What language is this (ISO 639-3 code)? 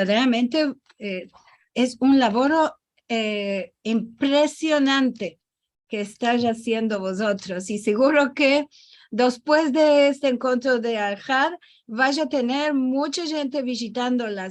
lad